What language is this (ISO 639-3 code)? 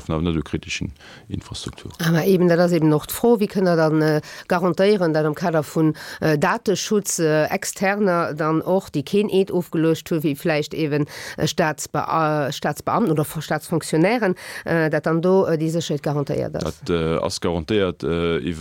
ltz